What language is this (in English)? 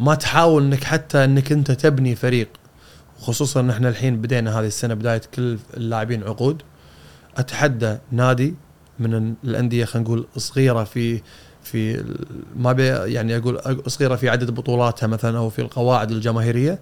Gulf Arabic